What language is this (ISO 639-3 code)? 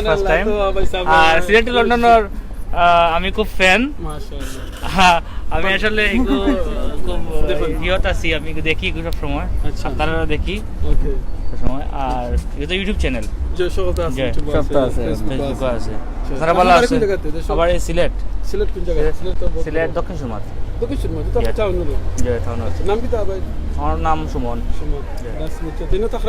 syl